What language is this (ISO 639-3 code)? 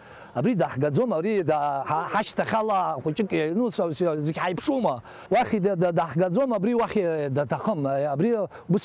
abk